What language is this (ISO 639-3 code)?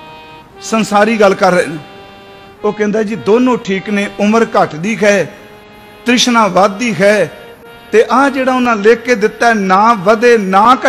pan